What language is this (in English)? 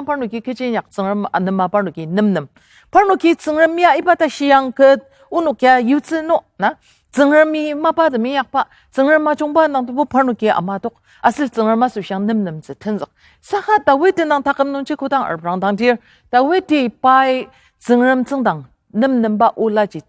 Ao Naga